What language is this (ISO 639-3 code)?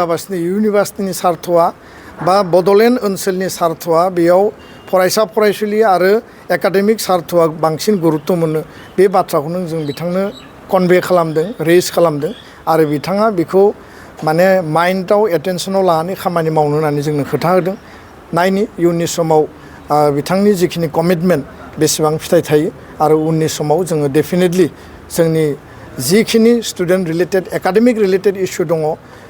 brx